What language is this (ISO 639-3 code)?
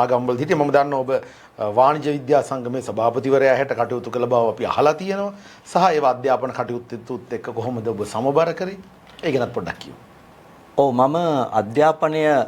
sin